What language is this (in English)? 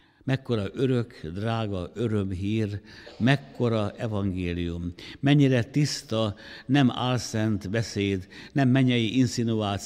Hungarian